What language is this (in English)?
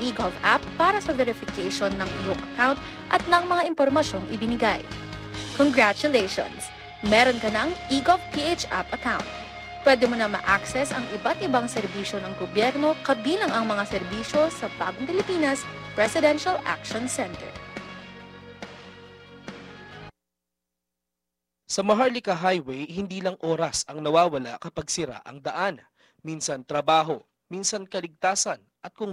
Filipino